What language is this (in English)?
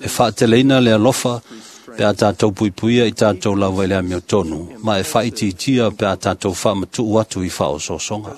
Samoan